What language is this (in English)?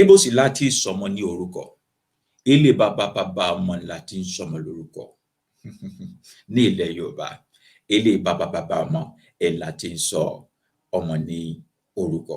Yoruba